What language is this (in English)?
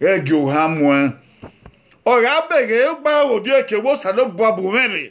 Bini